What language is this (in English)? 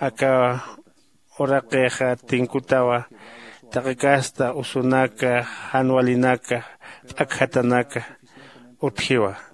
Aymara